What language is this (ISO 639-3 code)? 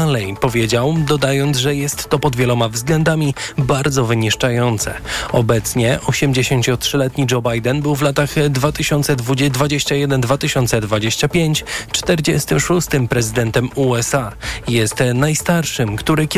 pol